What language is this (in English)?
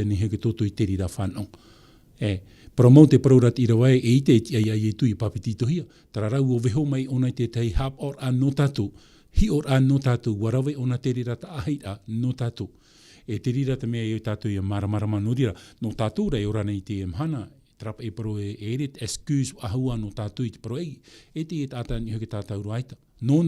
Tahitian